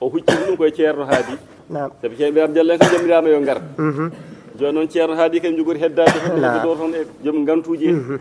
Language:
Fula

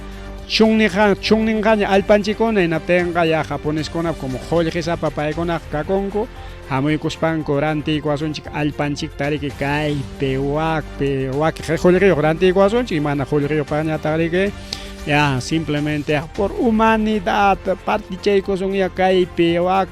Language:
Ayacucho Quechua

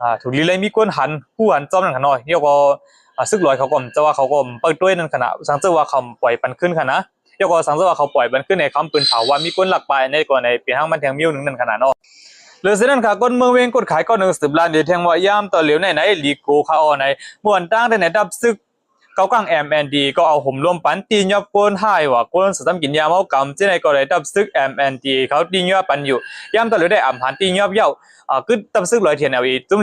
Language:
Shan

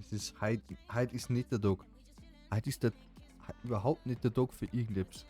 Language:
Bavarian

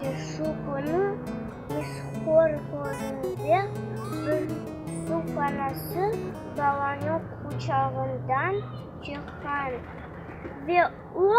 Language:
Crimean Tatar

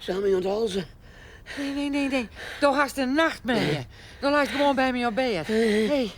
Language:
Western Frisian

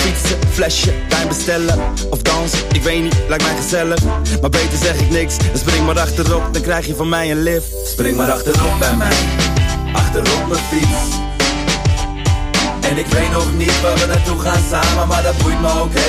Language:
Dutch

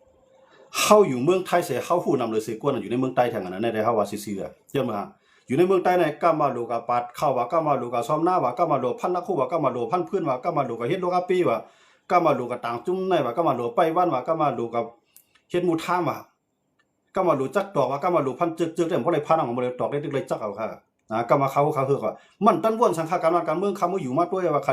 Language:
Shan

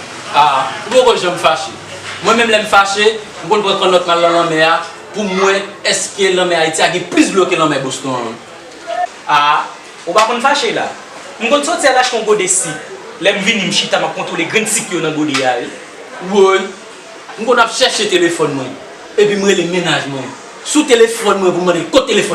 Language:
Haitian Creole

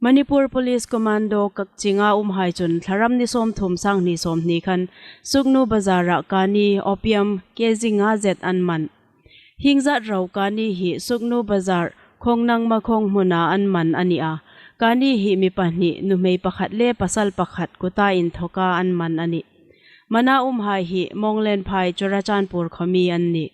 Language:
Hmar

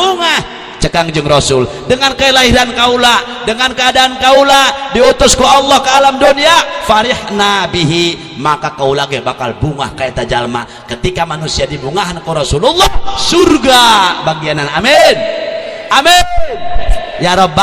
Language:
Sundanese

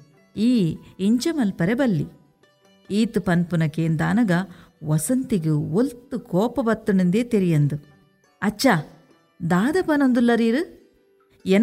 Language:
Tulu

